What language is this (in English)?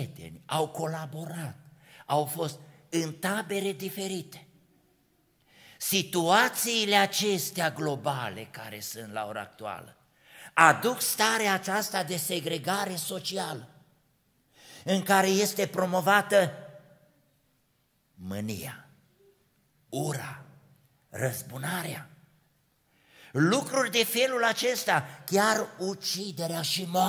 Romanian